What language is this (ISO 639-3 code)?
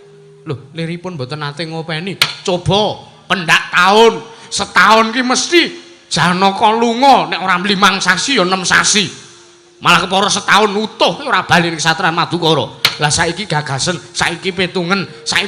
jav